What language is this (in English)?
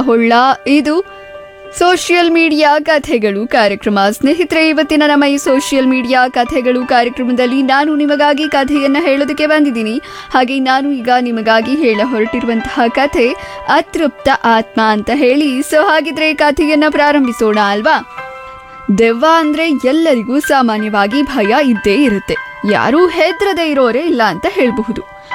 Kannada